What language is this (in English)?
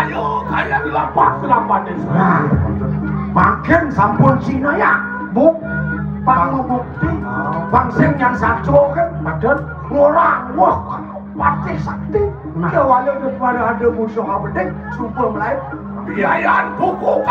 Balinese